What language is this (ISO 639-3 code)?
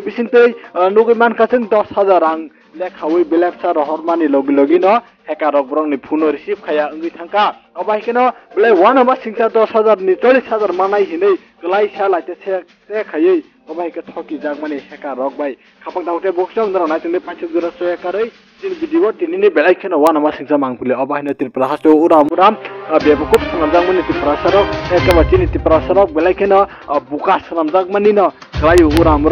trp